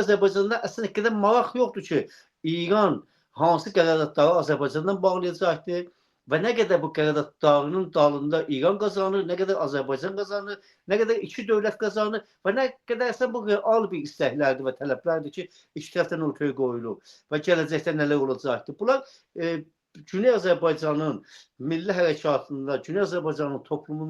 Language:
Azerbaijani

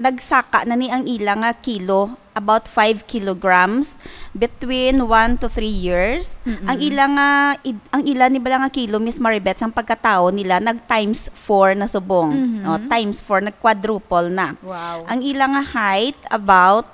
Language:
Hiligaynon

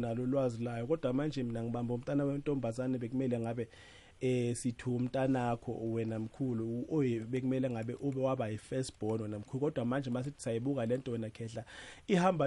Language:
South Ndebele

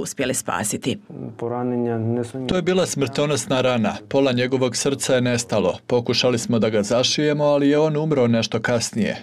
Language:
Bosnian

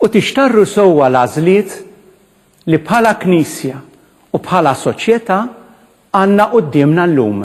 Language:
Maltese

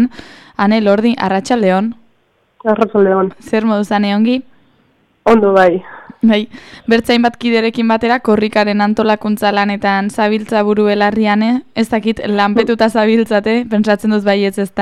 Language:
Basque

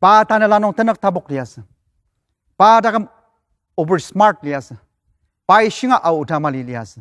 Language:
Ao Naga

